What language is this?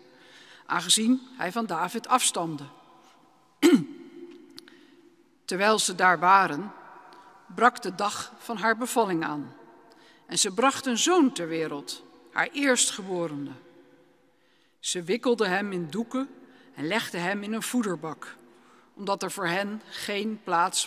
Dutch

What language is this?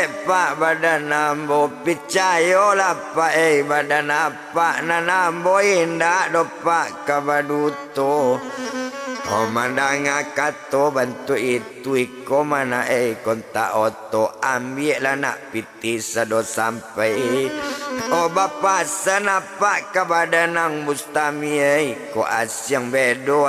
Minangkabau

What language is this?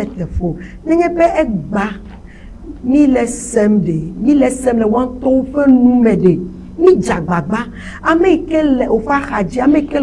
Ewe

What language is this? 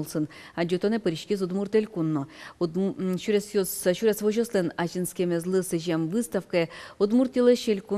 Udmurt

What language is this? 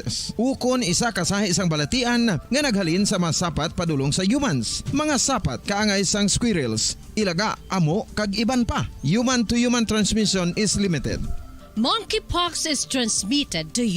Hiligaynon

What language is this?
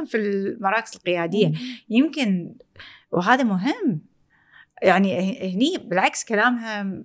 Gulf Arabic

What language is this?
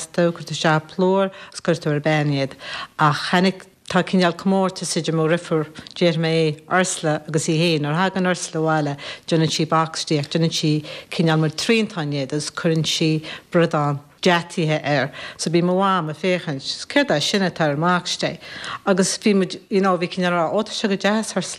Irish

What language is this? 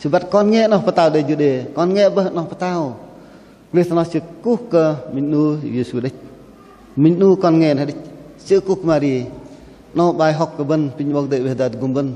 Bahnar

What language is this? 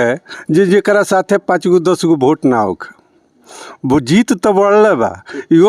Bhojpuri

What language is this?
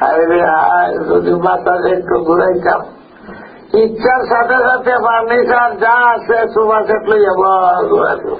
Sylheti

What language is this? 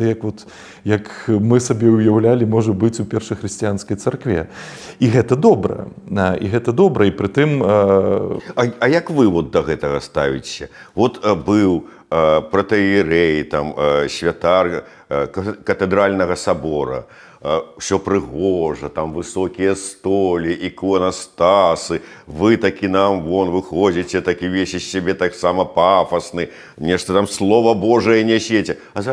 Belarusian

